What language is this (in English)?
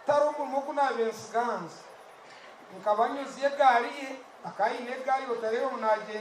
Nyankole